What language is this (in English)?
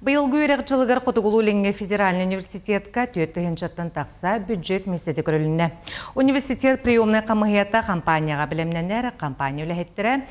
Yakut